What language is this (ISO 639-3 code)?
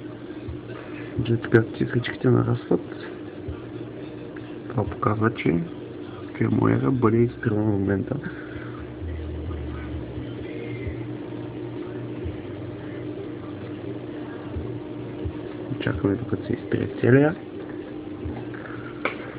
bul